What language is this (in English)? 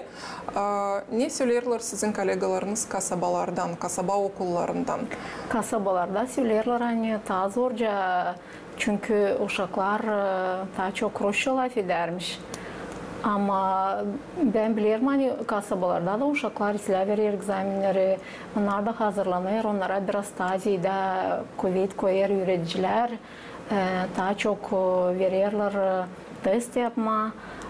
Gagauz